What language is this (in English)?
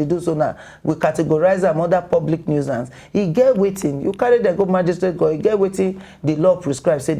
Nigerian Pidgin